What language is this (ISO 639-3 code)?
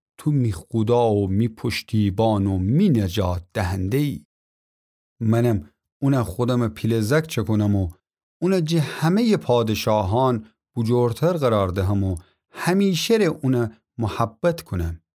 glk